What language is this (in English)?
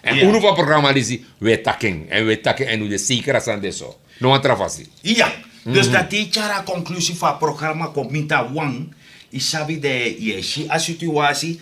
Sranan Tongo